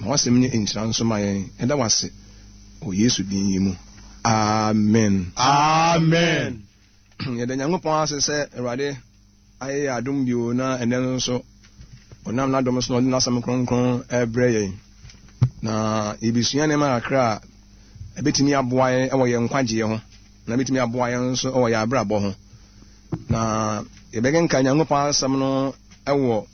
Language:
Akan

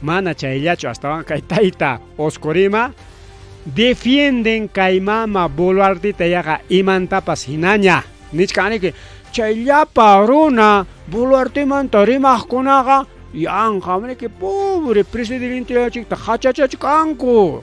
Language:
Ayacucho Quechua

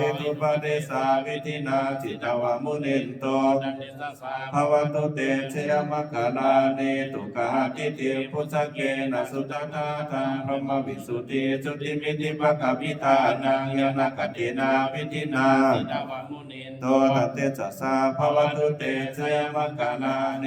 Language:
Pali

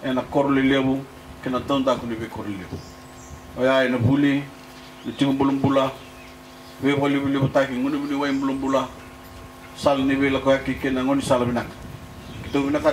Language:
Fijian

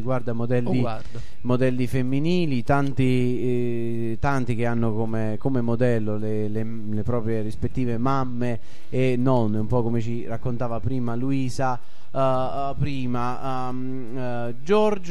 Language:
Italian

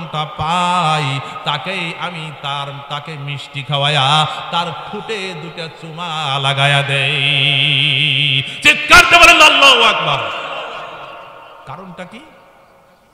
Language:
Bangla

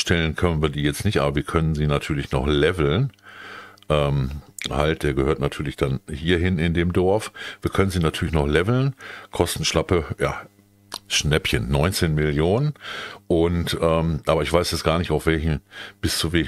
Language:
German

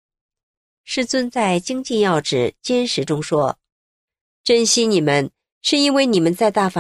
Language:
Chinese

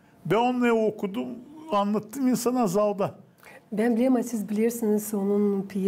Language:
Gagauz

